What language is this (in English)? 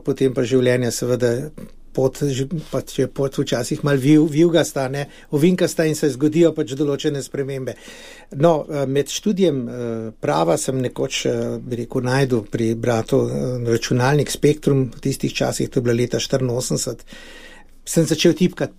Slovenian